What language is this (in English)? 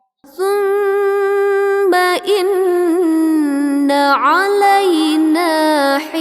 Buginese